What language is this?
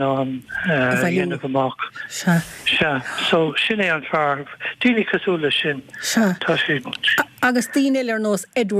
Irish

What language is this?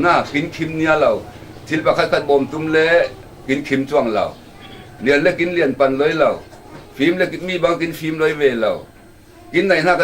Falam Chin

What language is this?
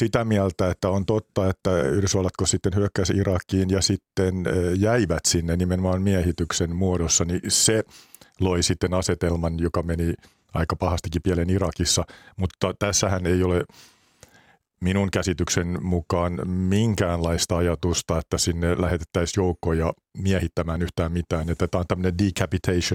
Finnish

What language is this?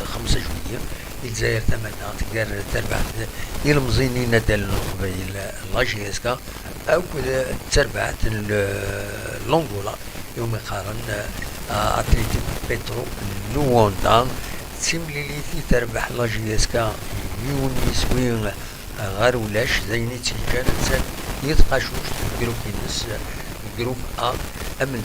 Kabyle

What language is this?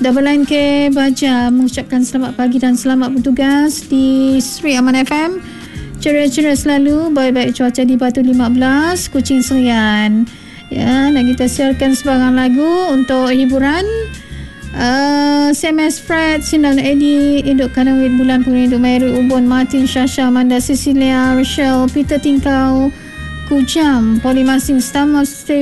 Malay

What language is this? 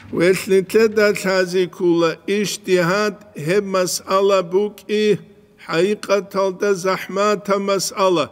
Avaric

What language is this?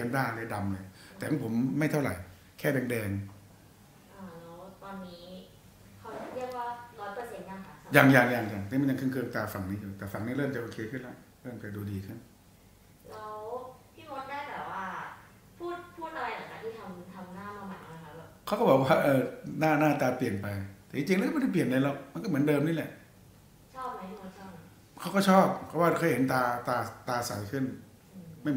Thai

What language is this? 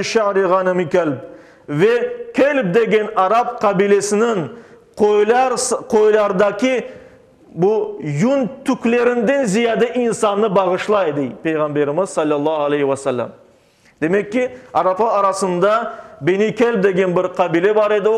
Crimean Tatar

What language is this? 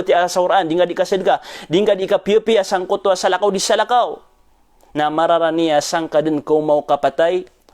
Maranao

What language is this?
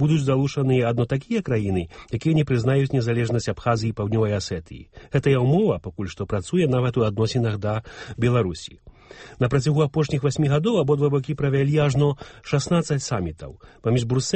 Belarusian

